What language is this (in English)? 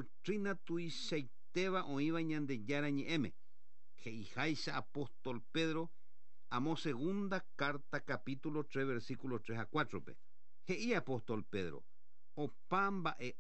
Guarani